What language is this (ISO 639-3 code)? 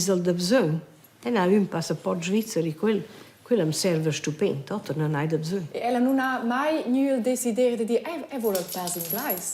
roh